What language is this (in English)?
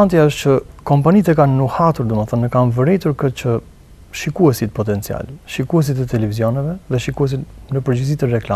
Albanian